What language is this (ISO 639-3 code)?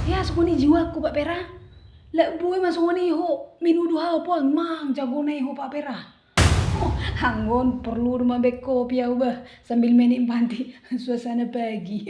bbc